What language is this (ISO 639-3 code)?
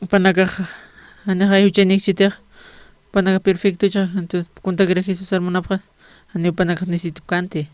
aym